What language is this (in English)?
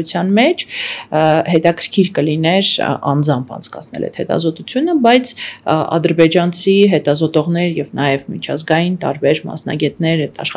Armenian